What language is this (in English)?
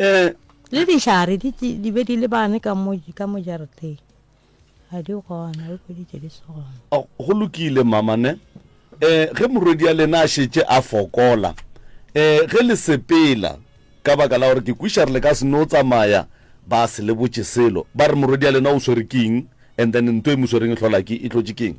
Northern Sotho